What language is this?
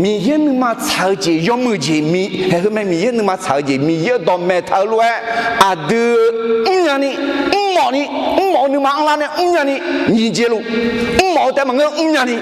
Akha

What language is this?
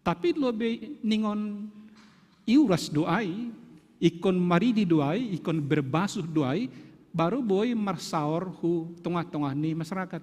Batak Simalungun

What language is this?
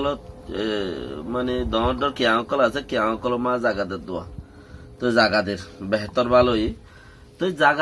Rohingya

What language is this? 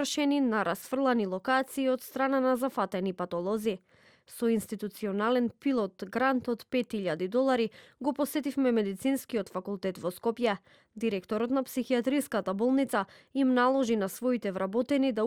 Macedonian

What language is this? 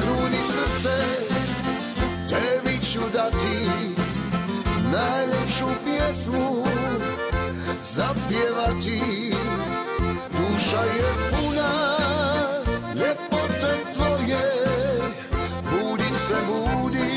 Croatian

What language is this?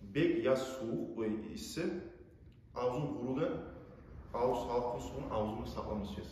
Kumyk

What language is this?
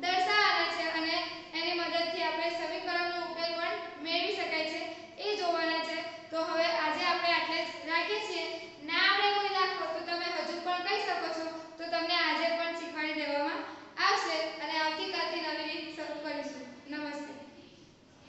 Gujarati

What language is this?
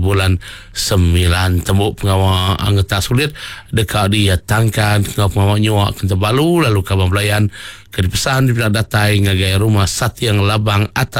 Iban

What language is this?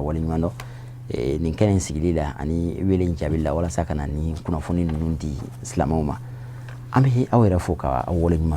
Bambara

